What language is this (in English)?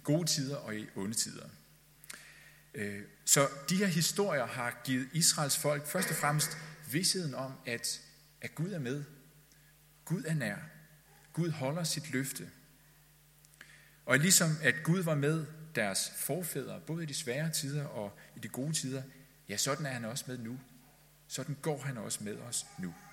Danish